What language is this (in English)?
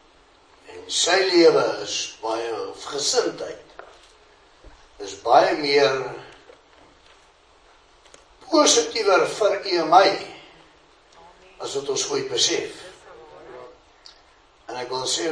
Afrikaans